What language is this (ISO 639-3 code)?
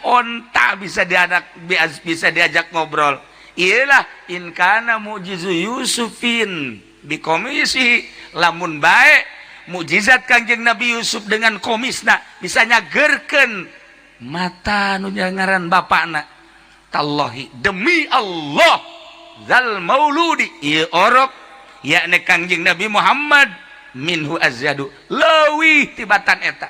sun